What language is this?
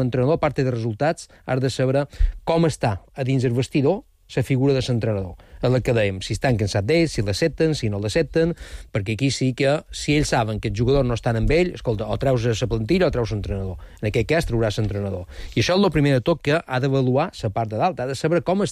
Catalan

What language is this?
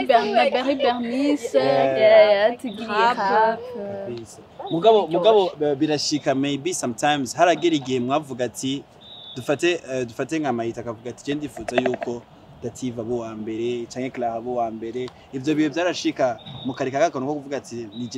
Rundi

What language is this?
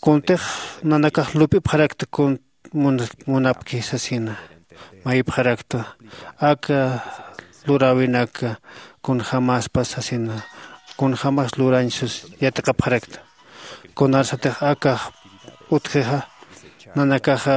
Aymara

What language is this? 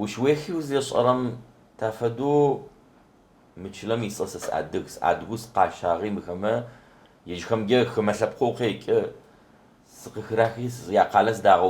Adyghe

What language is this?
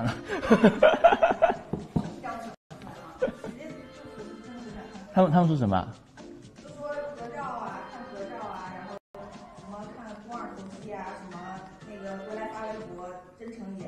Chinese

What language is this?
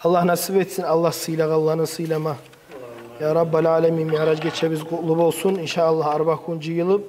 Kumyk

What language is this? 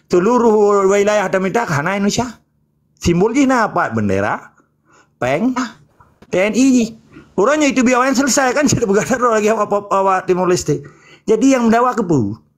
Achinese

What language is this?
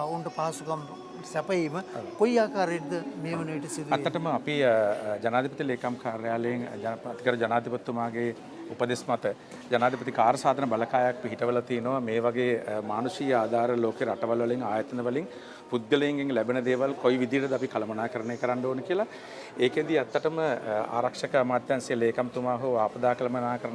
Sinhala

